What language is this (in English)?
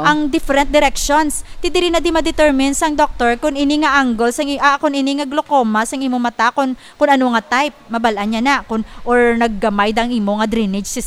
Hiligaynon